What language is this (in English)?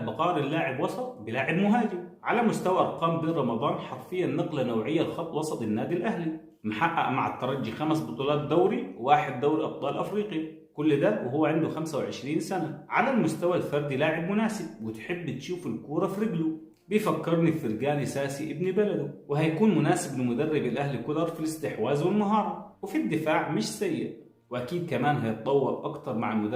Egyptian Arabic